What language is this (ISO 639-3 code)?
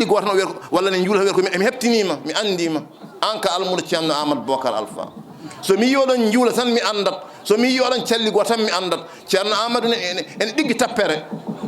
ful